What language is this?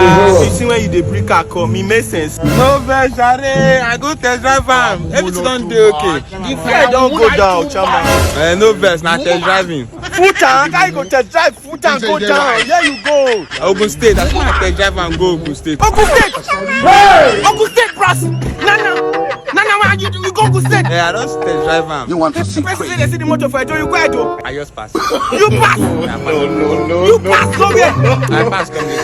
Nigerian Pidgin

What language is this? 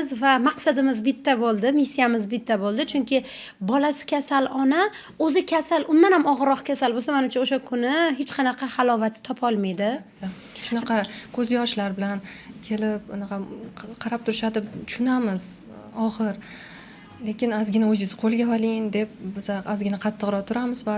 Uzbek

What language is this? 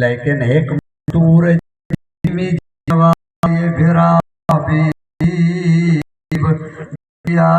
Saraiki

